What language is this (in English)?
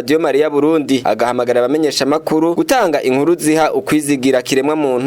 Rundi